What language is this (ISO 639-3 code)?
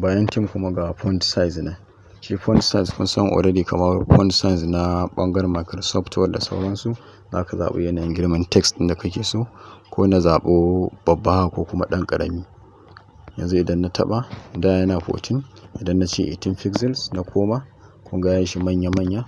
hau